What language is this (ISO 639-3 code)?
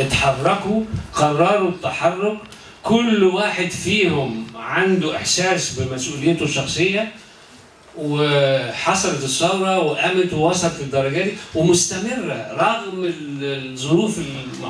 arz